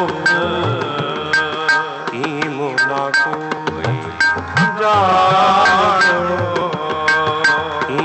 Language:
Punjabi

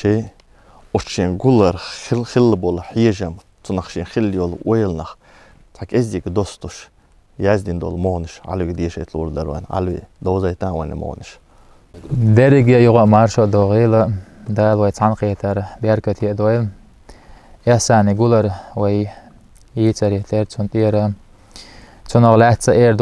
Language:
Chechen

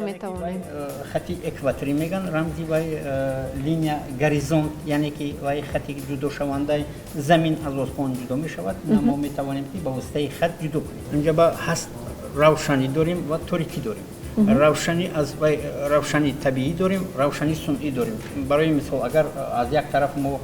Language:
Tajik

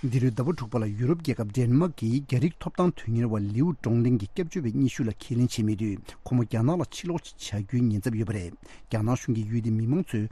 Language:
Tibetan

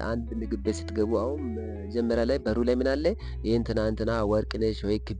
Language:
Amharic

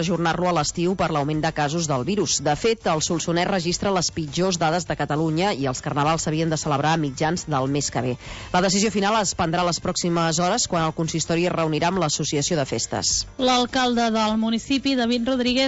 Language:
Catalan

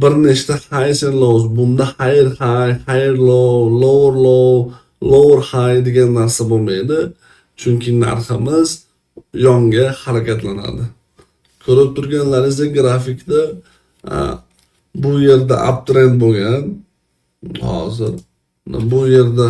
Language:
Uzbek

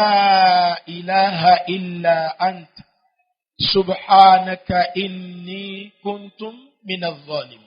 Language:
Yoruba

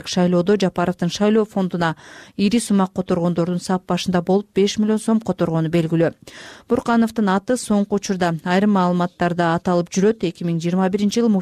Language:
Kyrgyz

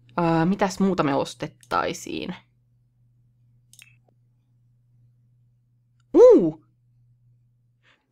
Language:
Finnish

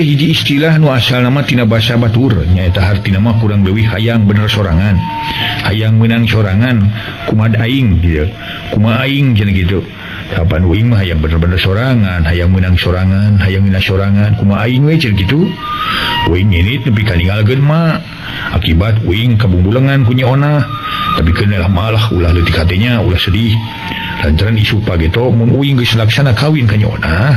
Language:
Sundanese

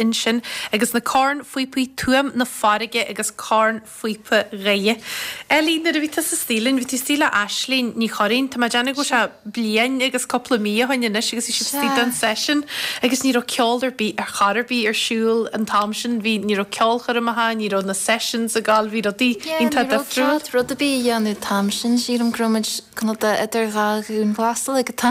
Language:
Irish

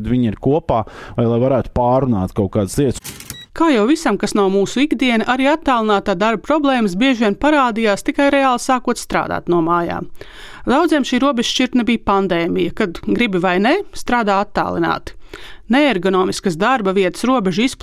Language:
Latvian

